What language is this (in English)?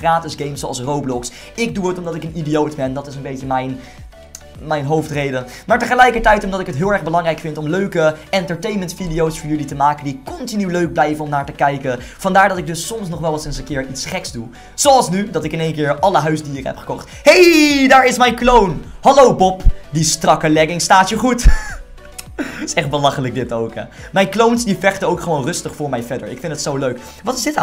Dutch